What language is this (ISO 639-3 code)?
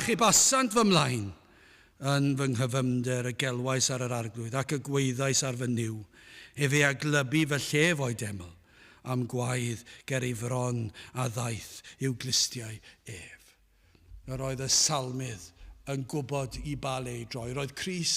cym